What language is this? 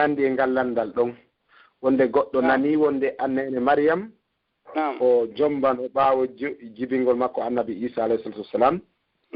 Pular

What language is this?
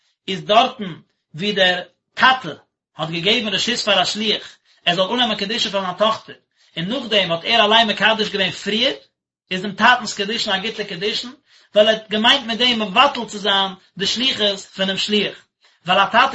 Yiddish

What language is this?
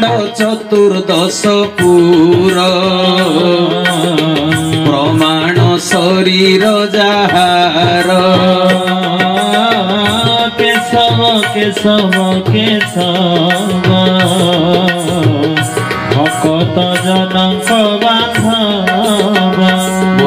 Odia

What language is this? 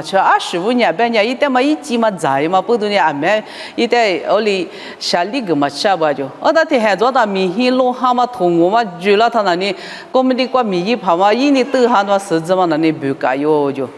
Lisu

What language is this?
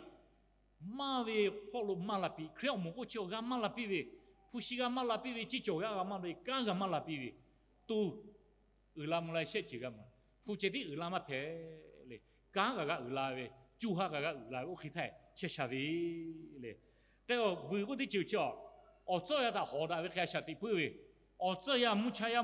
Lahu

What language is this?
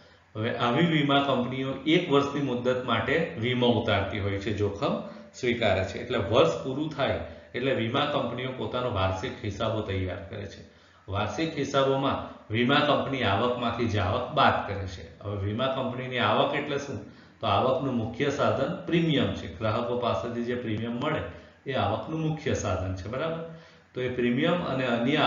Gujarati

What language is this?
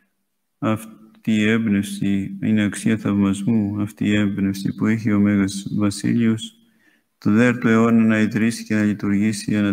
Greek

